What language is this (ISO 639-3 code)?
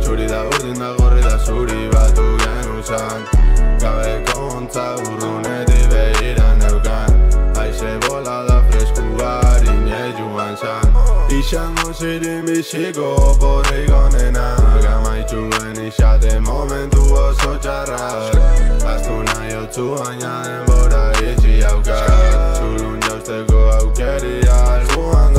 eus